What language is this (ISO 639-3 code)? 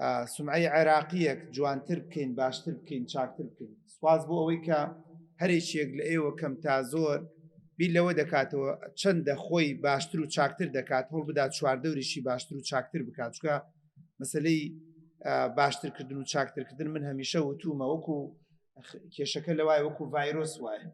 ckb